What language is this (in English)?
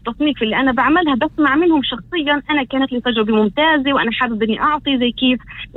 North Levantine Arabic